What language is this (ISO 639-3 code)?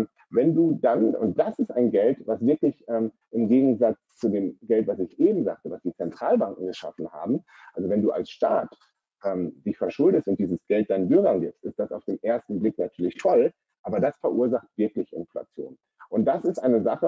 deu